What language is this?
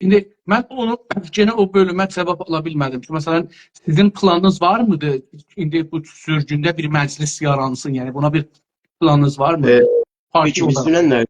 South Azerbaijani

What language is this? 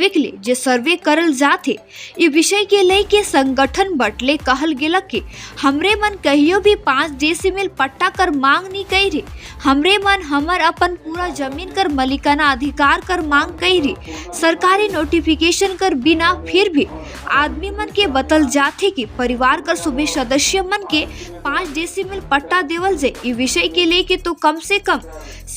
Sadri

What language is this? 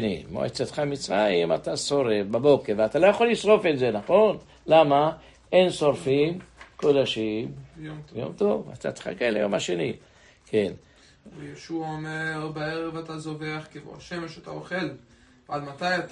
Hebrew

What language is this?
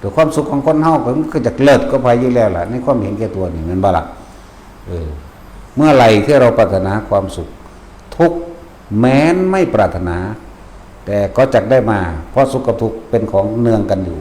Northeastern Thai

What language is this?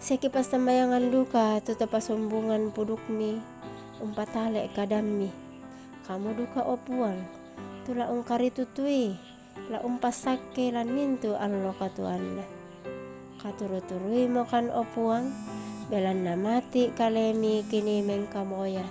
Toraja-Sa'dan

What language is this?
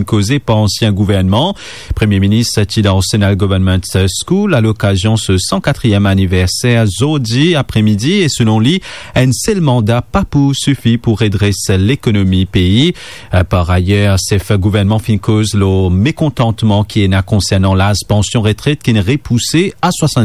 Morisyen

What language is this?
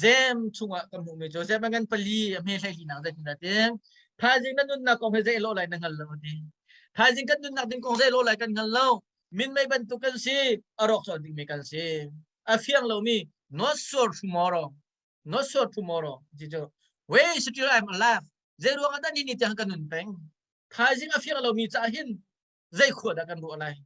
Hakha Chin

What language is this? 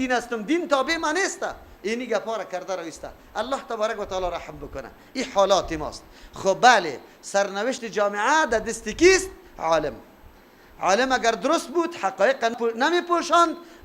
Persian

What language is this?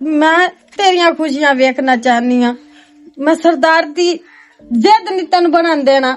Western Panjabi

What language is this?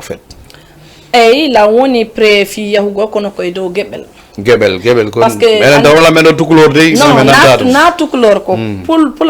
Fula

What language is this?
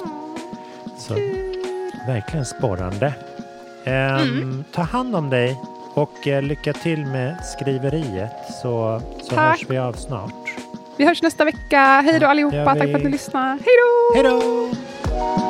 Swedish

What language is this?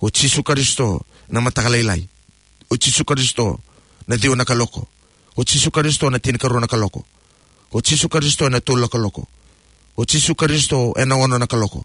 Fijian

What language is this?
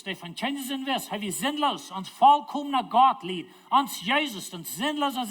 Plautdietsch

